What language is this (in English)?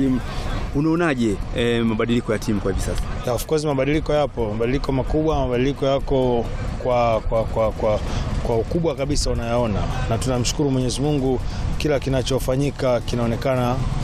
Swahili